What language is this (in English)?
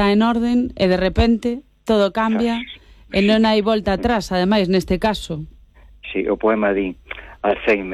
Galician